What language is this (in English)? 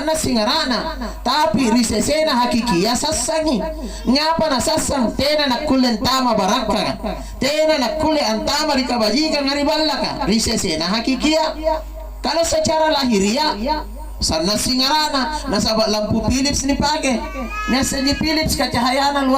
Makasar